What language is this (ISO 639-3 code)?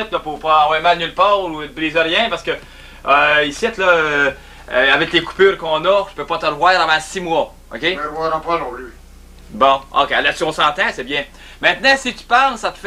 fra